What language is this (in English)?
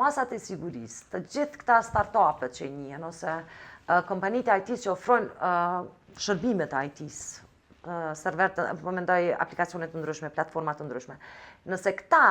Albanian